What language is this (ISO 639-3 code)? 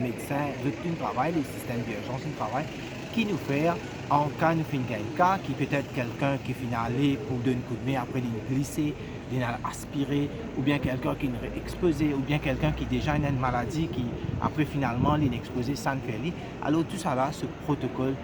mfe